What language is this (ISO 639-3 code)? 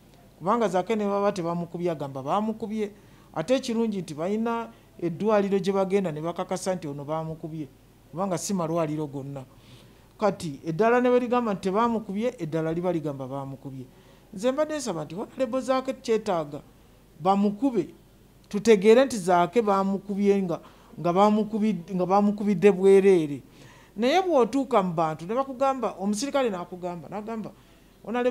lug